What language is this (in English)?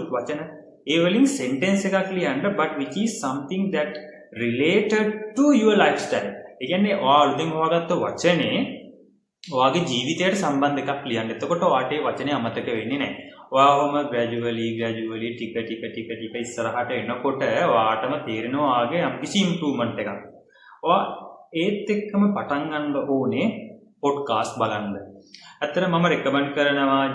Sinhala